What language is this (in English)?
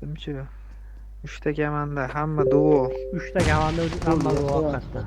Uzbek